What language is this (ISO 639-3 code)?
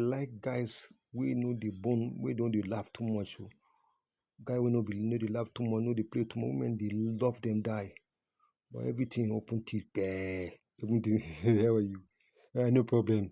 pcm